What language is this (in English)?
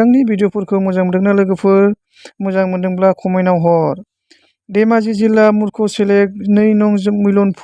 Bodo